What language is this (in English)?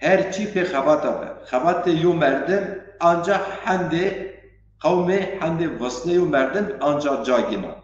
Zaza